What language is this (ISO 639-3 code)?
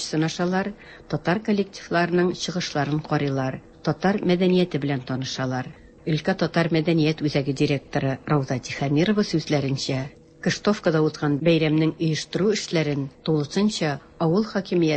tat